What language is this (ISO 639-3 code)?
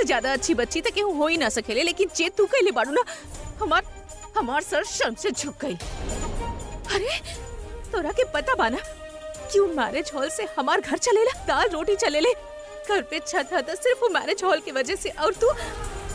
bho